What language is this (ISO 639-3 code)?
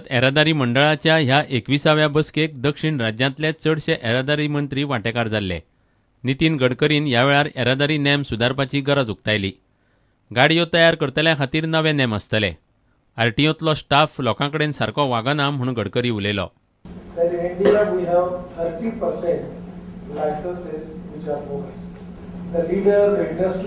kok